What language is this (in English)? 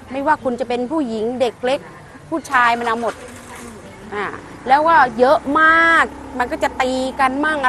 Thai